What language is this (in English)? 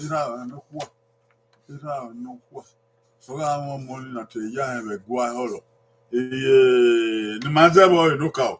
Bini